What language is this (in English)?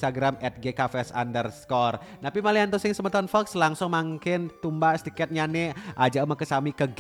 Balinese